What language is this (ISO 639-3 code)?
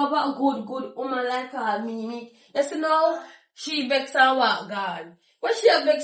jam